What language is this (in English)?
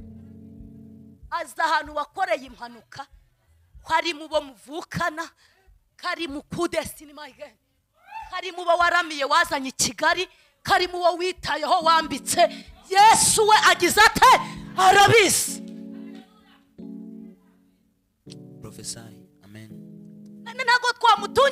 Kinyarwanda